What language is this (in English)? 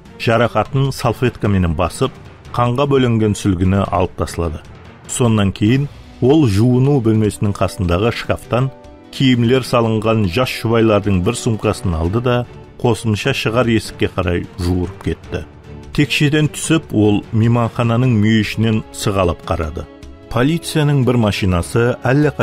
Kara-Kalpak